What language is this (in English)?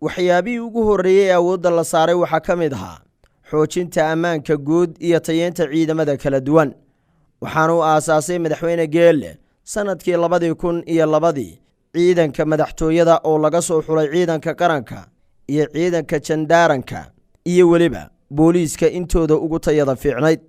Somali